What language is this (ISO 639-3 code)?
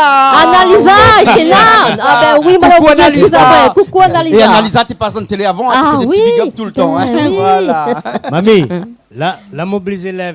rcf